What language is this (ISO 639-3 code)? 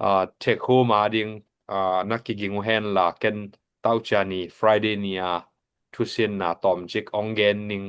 ctd